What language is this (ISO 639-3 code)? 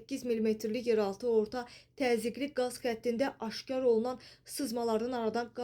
aze